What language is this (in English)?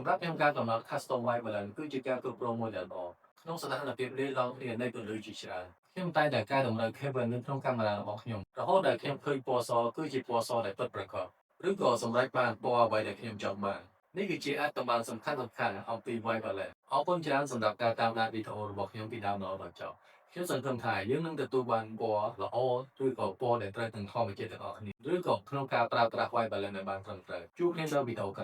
Khmer